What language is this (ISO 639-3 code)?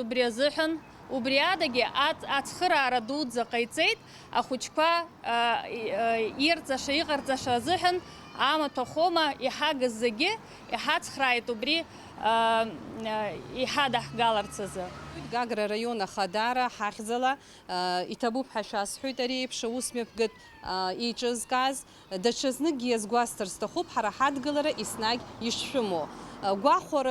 abk